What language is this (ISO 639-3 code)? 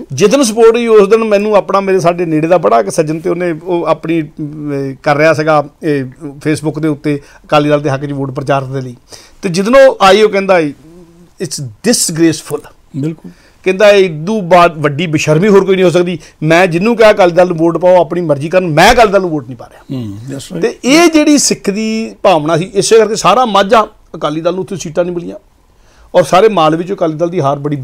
pan